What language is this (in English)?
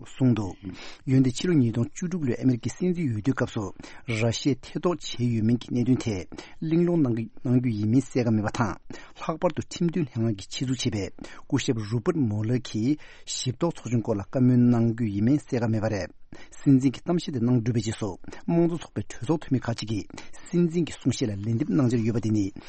Tibetan